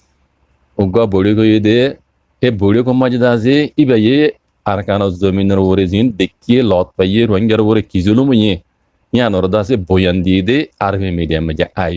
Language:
Rohingya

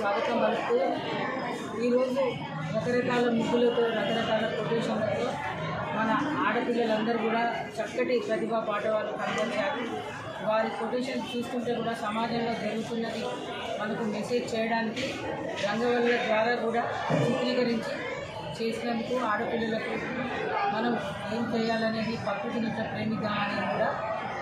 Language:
Telugu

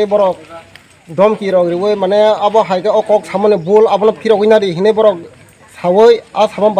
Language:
Kok Borok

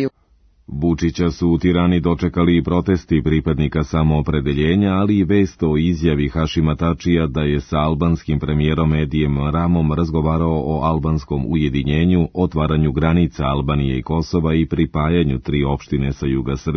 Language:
Serbian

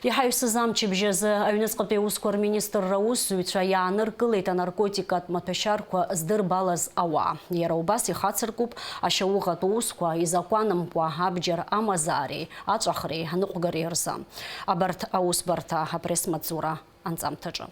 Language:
Abkhazian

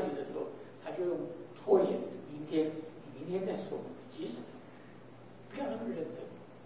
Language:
Chinese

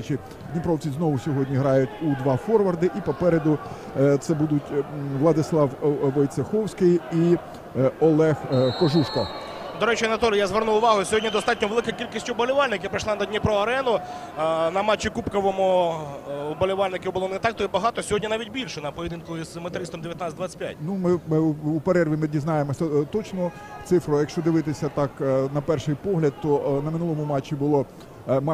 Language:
Ukrainian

